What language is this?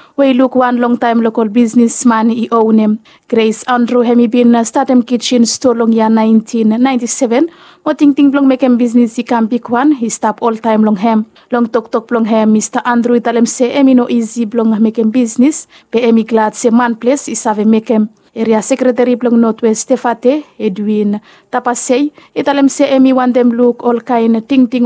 Bislama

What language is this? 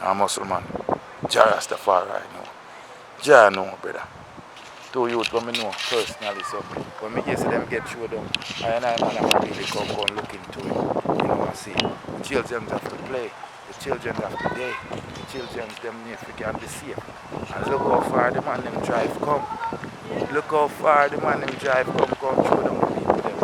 Jamaican Creole English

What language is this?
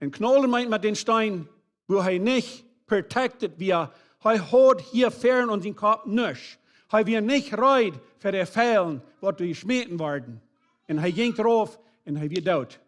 Plautdietsch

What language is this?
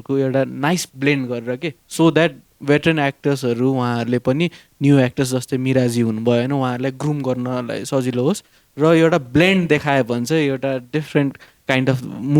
Nepali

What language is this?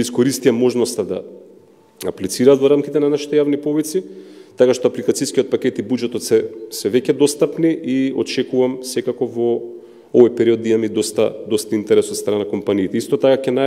Macedonian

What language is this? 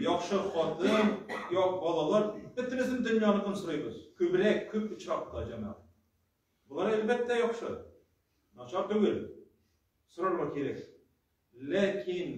Tatar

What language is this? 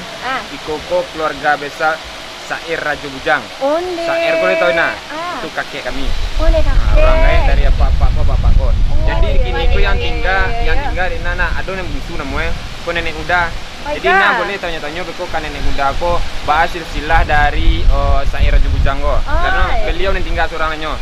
Minangkabau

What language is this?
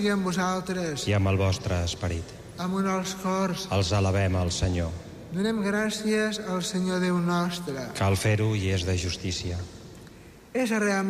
Catalan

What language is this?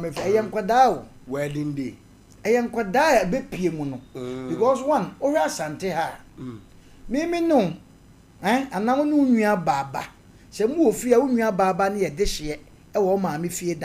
Akan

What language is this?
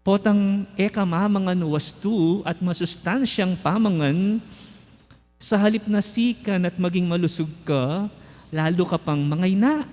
Pampanga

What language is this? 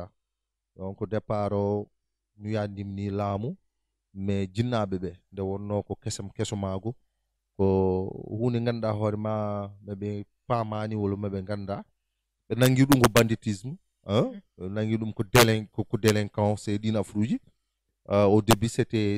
Fula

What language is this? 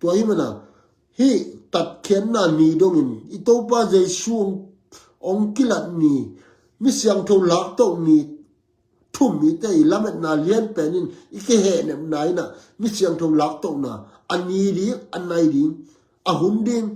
Tedim Chin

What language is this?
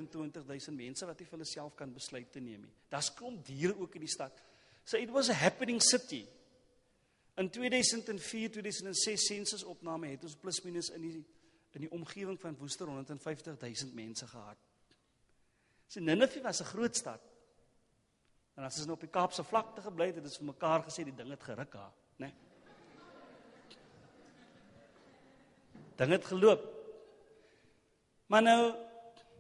Afrikaans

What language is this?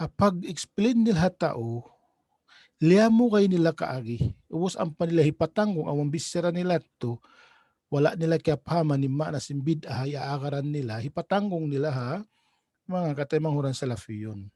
Tausug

